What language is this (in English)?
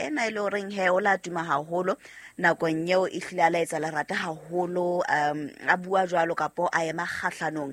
Southern Sotho